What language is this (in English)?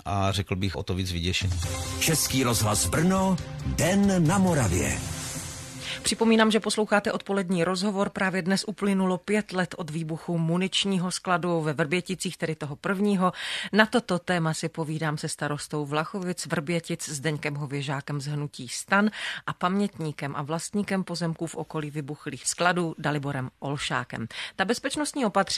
Czech